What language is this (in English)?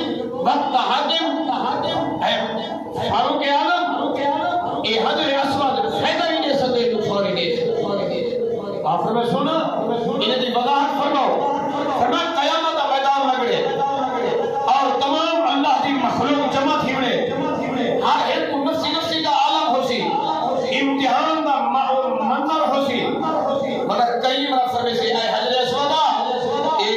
Saraiki